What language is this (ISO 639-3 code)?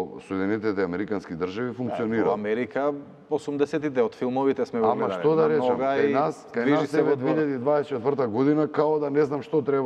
mkd